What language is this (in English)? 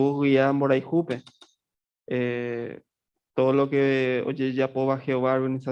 Guarani